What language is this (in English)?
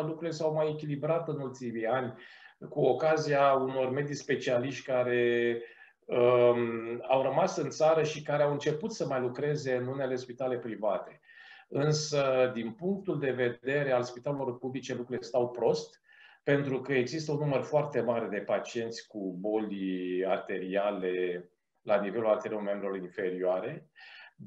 Romanian